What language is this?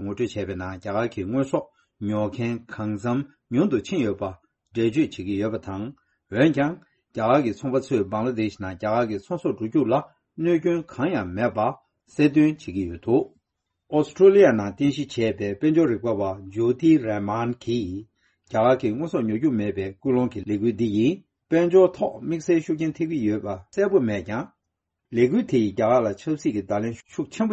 Tibetan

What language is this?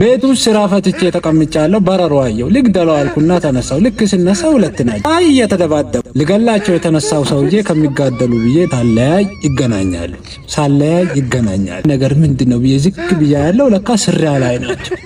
Amharic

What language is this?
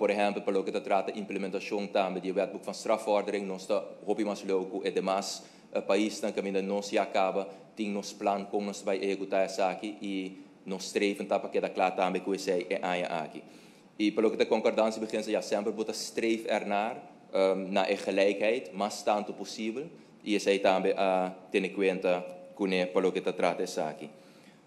Papiamento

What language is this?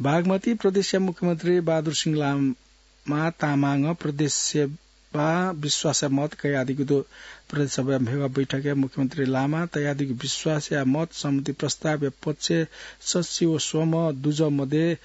Newari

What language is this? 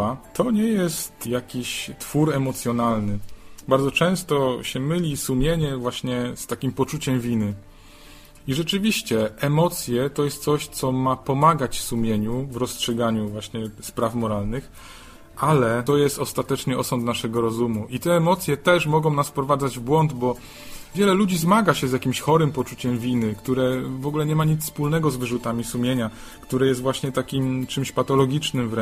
Polish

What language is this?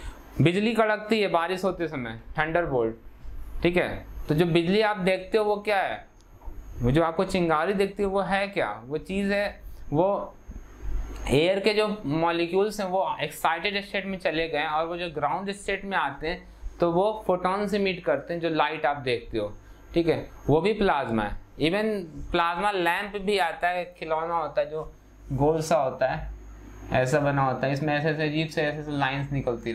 Hindi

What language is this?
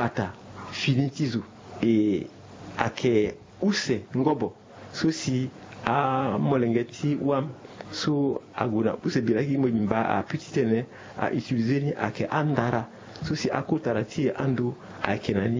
Sango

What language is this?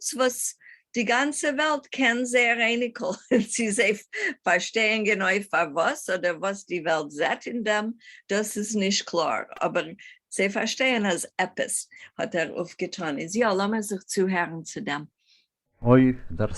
Yiddish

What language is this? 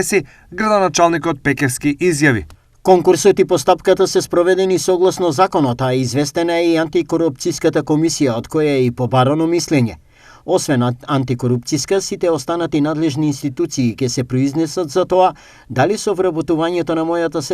Macedonian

